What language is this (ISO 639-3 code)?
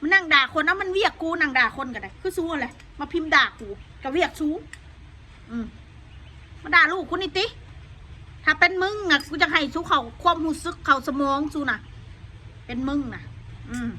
tts